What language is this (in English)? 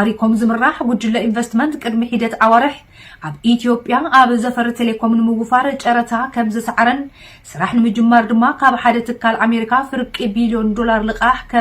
Tigrinya